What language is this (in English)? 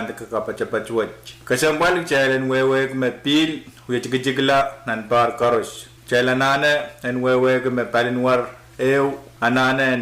Pohnpeian